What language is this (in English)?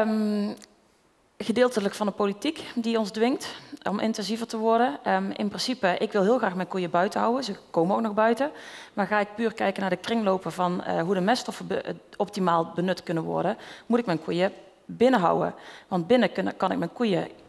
Dutch